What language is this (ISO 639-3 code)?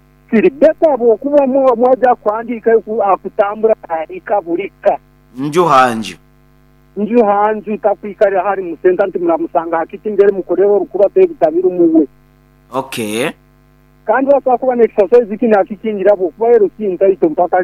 nyo